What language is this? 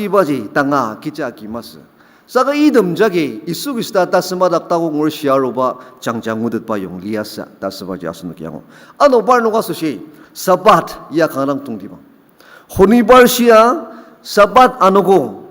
Ao Naga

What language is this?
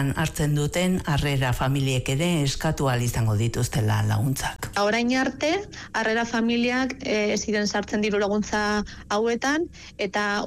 Basque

